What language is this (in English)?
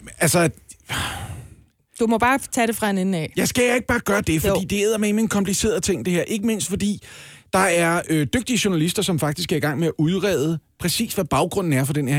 Danish